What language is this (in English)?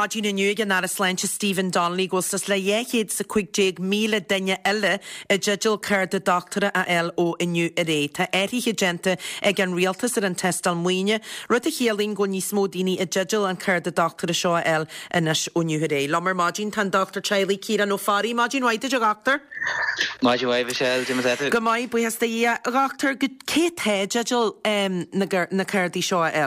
Irish